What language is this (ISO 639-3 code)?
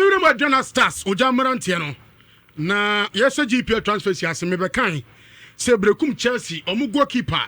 aka